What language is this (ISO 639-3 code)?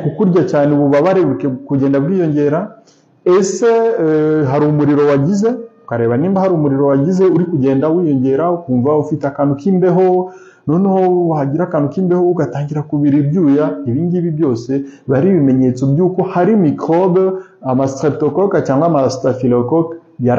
kin